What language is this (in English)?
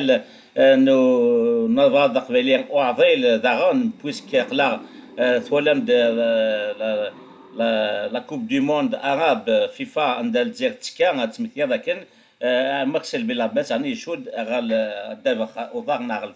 Kabyle